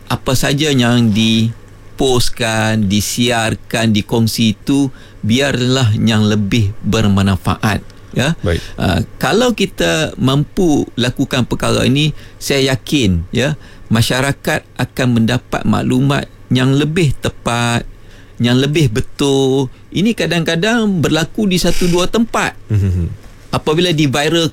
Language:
Malay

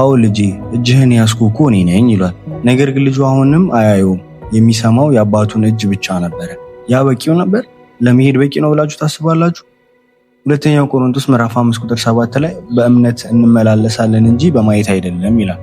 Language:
Amharic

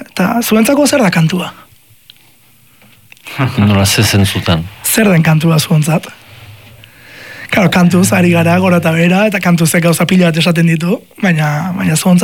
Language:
Basque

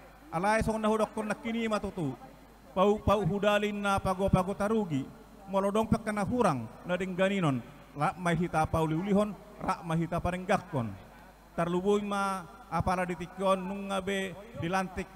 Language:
Batak Toba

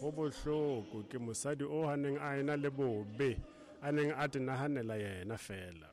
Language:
Tswana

